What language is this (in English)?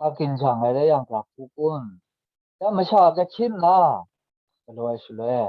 Kachin